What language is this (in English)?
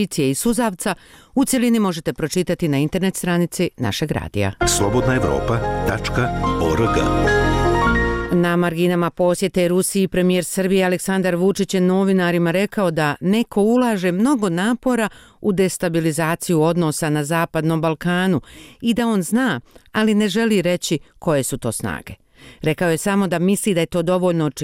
Bosnian